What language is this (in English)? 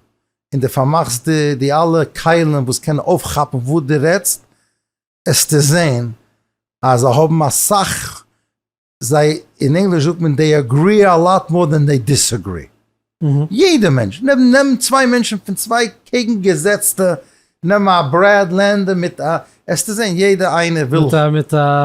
Yiddish